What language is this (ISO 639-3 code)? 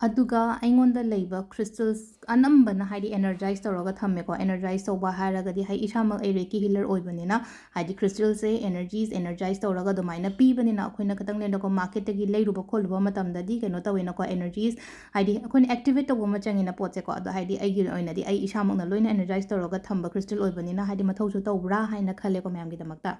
mni